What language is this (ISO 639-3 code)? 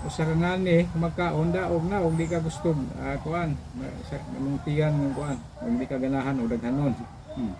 ceb